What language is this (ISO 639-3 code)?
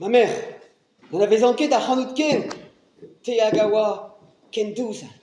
bre